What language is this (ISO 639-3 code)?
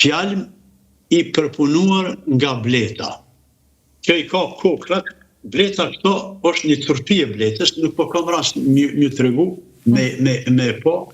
sqi